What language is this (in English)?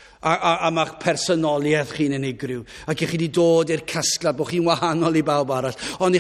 Welsh